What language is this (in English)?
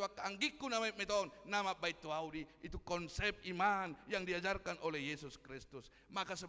Batak Toba